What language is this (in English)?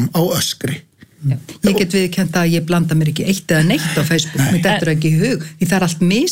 Icelandic